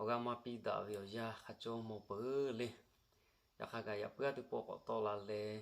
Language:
Lahu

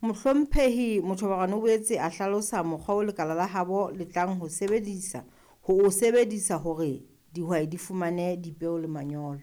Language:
Southern Sotho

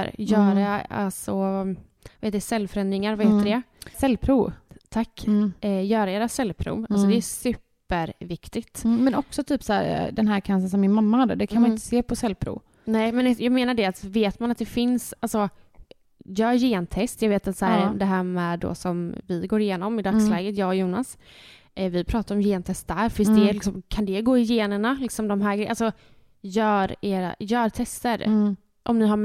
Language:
Swedish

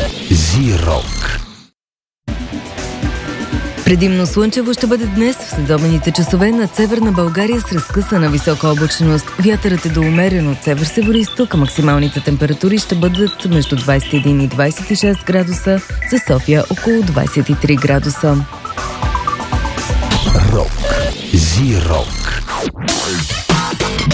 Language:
Bulgarian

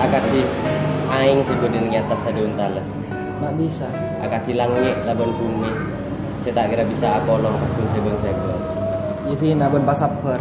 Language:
Madurese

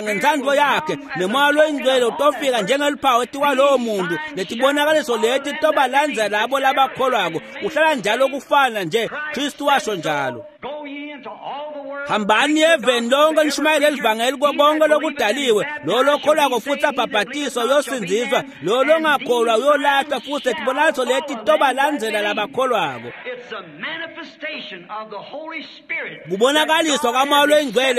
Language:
Swati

